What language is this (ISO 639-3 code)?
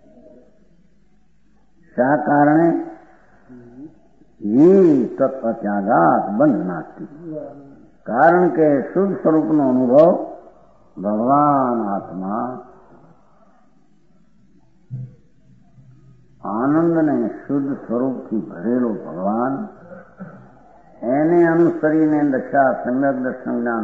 guj